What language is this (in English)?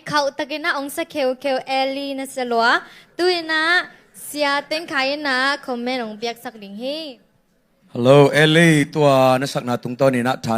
Tedim Chin